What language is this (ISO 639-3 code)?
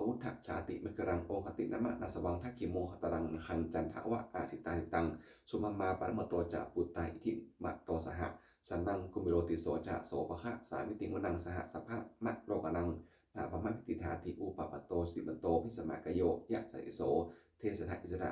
pli